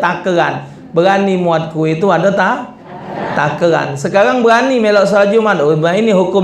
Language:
Musi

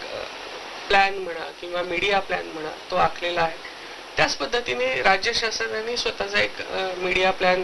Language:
Marathi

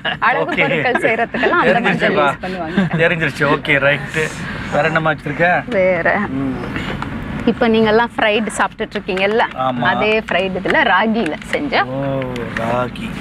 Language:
Tamil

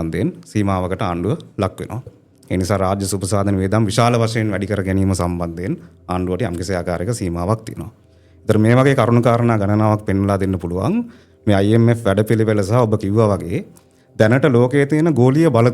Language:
Sinhala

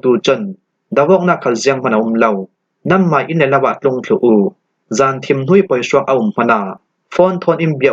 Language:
Falam Chin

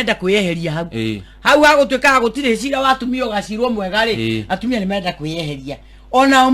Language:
Kikuyu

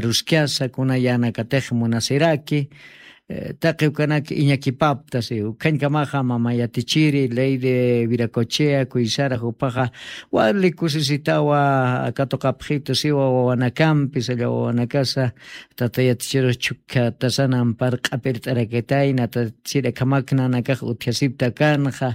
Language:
Aymara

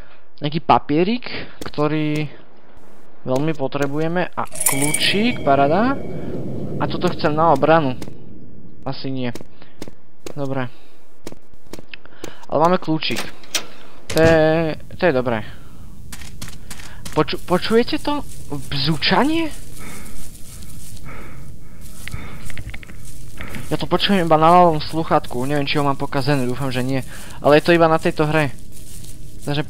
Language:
Slovak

